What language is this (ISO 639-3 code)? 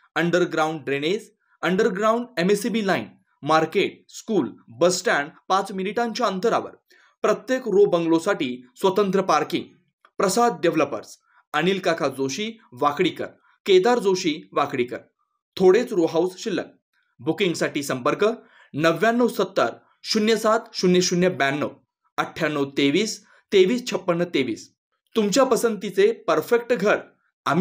mar